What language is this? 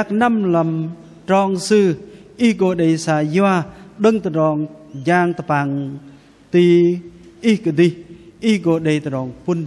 Bahnar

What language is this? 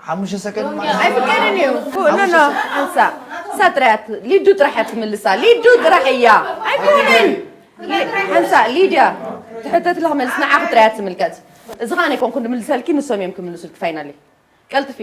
Tigrinya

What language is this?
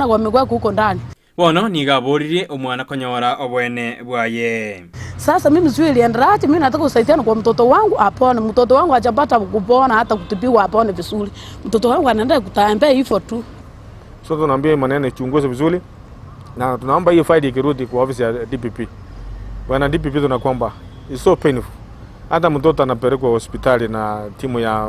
Gusii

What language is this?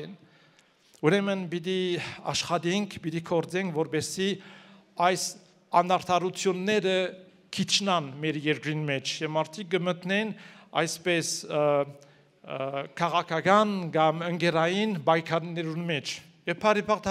Armenian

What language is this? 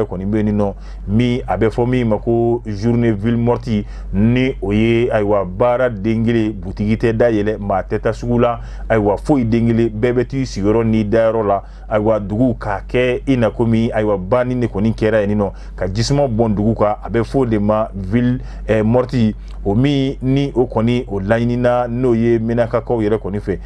Bambara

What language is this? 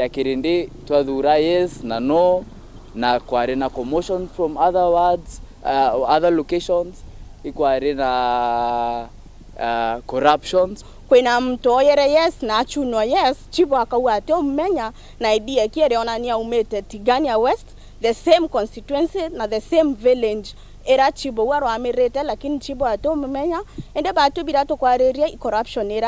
Meru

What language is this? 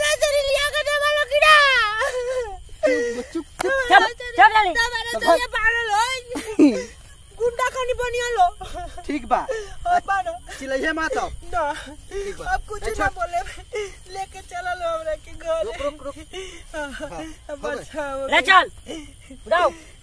Bhojpuri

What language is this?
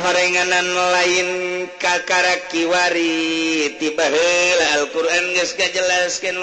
Sundanese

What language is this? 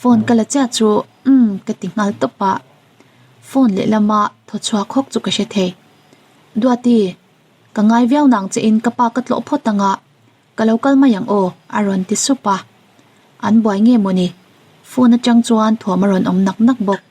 Mizo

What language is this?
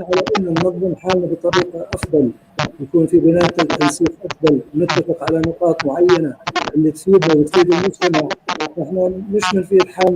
North Levantine Arabic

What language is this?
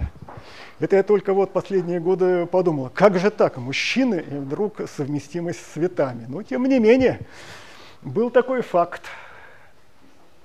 Russian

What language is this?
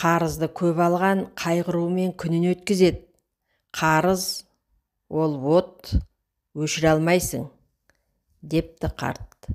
Kazakh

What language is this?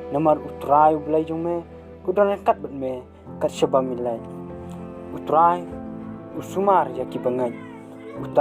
Khasi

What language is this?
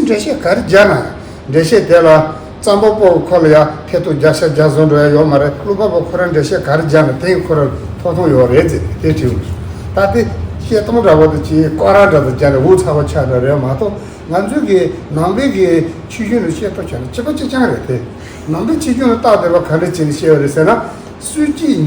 Tibetan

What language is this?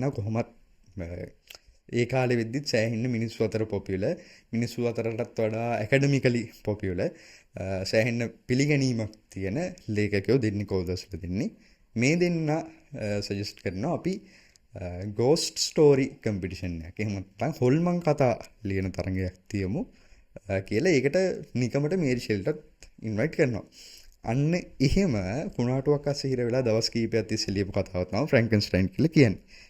Sinhala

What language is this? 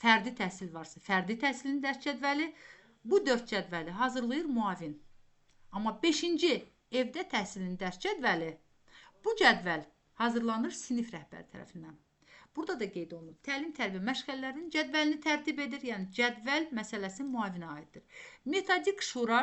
Azerbaijani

